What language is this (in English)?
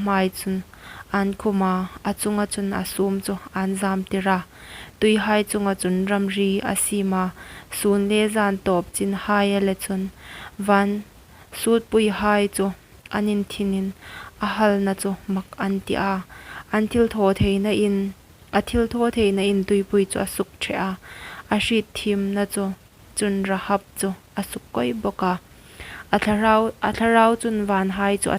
Hmar